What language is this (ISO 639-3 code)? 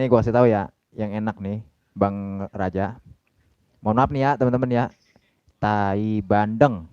bew